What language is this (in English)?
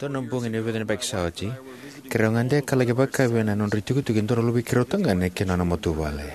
Fijian